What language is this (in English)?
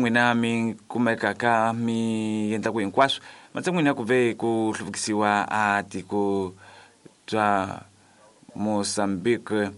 Tsonga